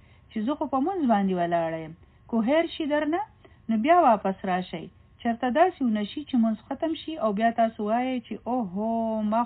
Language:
Pashto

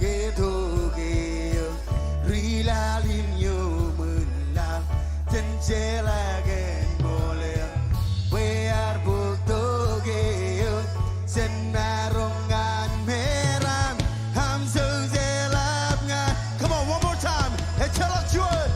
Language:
Marshallese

